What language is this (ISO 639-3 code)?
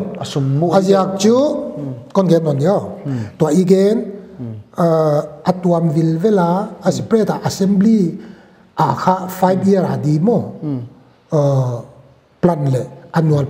pck